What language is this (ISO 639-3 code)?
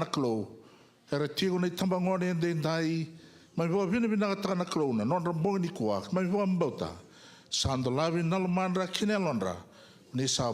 fij